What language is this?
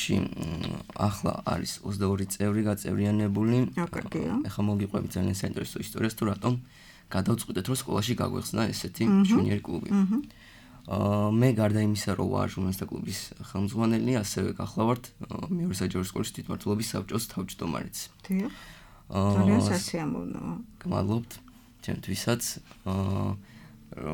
Georgian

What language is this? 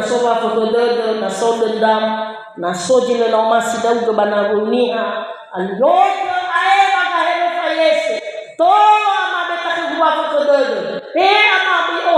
Nias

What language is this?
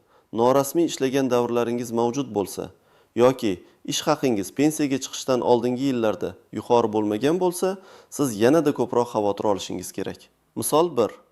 Uzbek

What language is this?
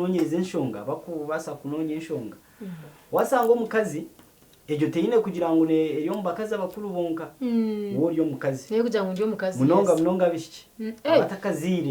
Nyankole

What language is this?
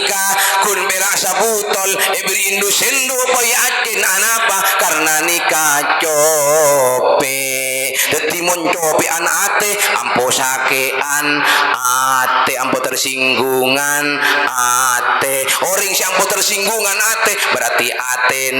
Madurese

